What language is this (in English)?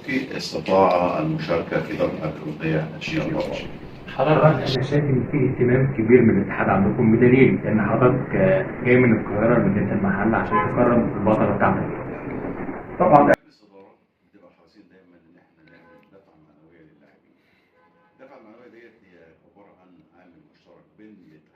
Egyptian Arabic